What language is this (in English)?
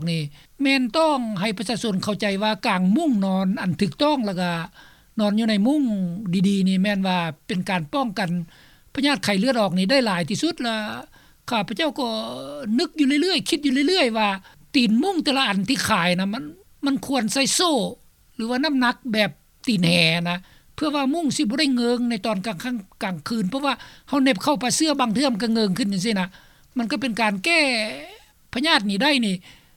Lao